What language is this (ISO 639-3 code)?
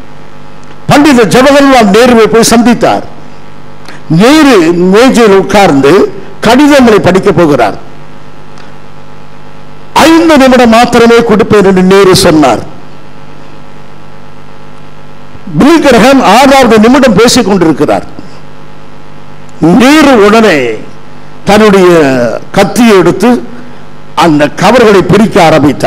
tam